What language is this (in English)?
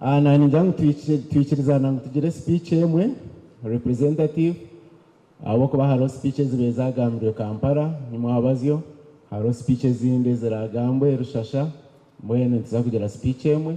Nyankole